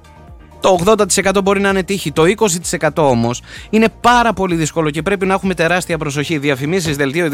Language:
Greek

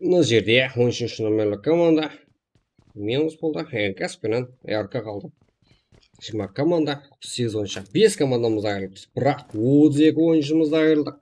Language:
Kara-Kalpak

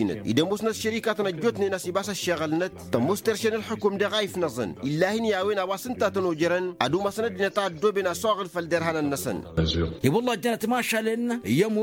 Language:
Tamasheq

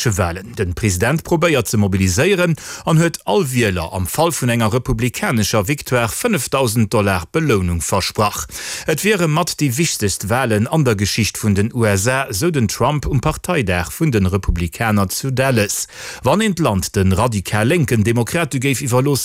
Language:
Luxembourgish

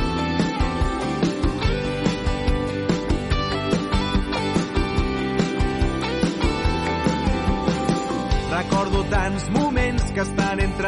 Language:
Catalan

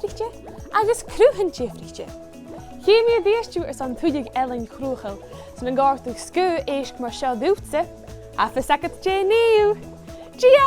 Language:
Scottish Gaelic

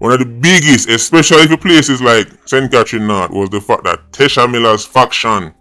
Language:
Jamaican Creole English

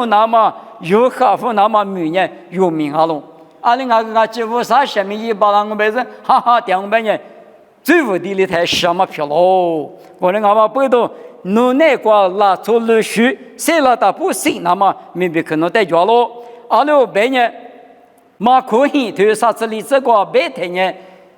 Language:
Lisu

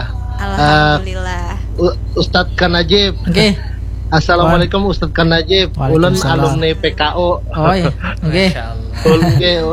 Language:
Banjar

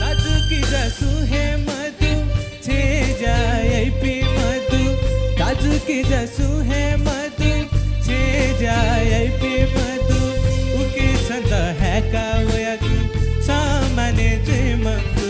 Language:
Newari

